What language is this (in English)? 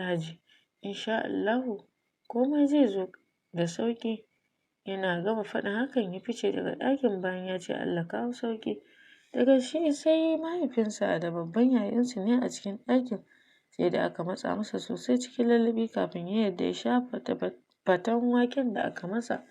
Hausa